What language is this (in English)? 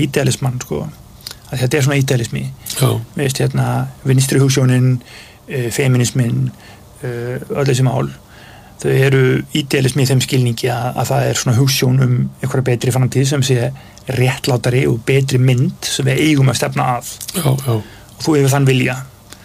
Icelandic